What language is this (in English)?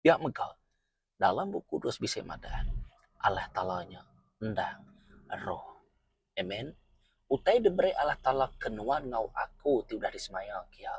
Iban